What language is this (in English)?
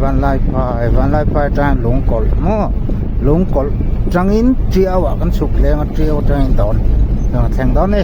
Mizo